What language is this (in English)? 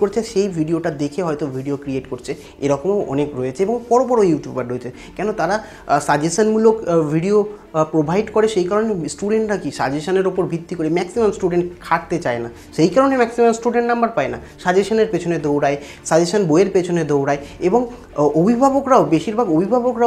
Bangla